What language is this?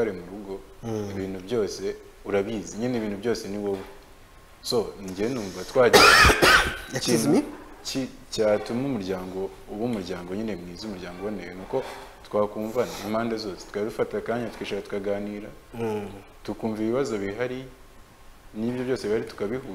Kinyarwanda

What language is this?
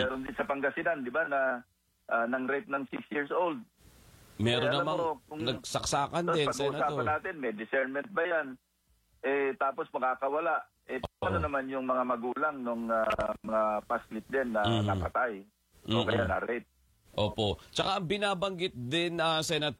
Filipino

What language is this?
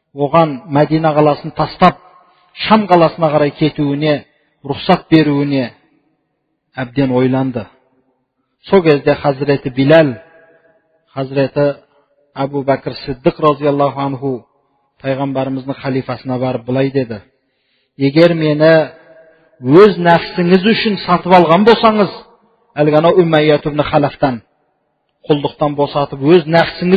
Kazakh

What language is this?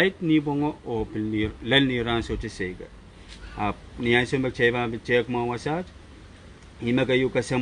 Pohnpeian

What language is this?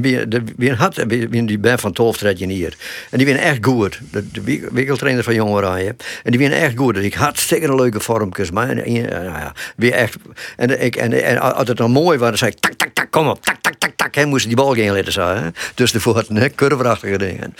Western Frisian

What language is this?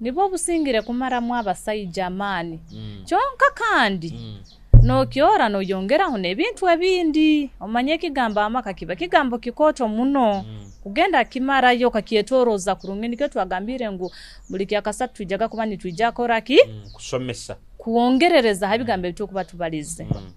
Nyoro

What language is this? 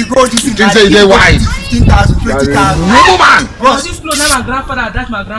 Nigerian Pidgin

